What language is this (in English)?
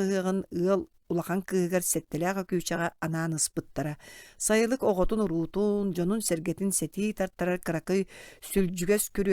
Yakut